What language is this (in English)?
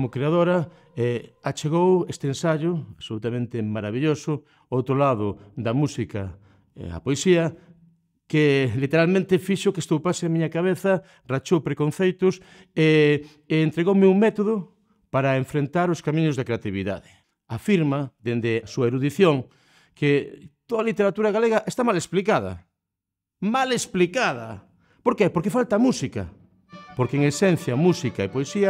Galician